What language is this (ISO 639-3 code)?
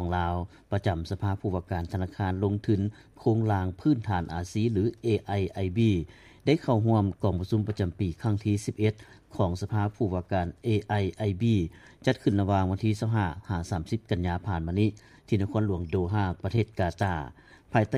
lao